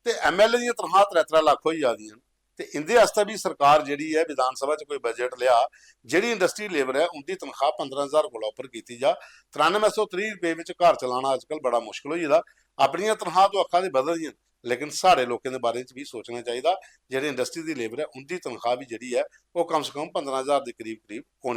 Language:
Dogri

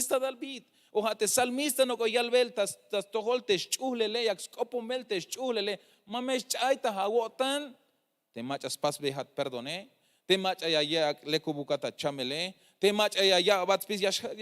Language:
Tzeltal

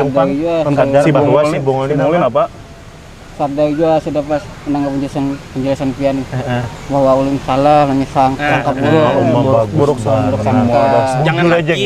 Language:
Banjar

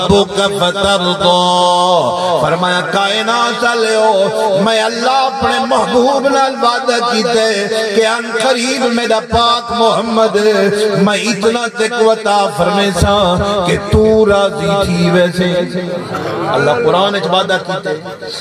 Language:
Saraiki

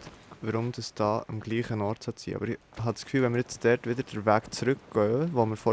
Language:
Swiss German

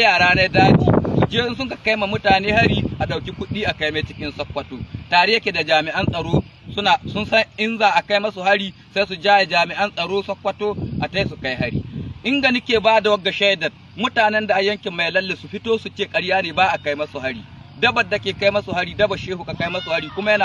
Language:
Hausa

